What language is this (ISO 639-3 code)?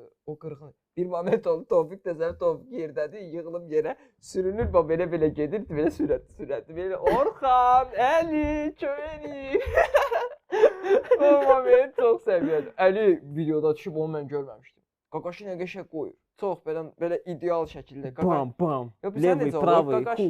aze